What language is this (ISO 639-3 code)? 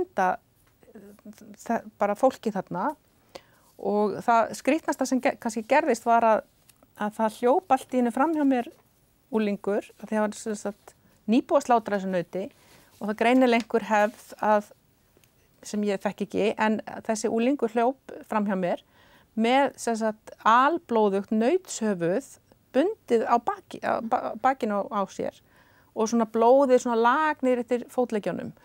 isl